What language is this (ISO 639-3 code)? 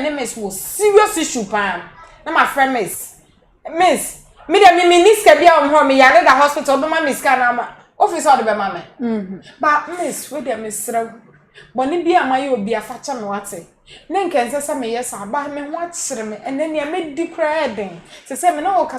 aka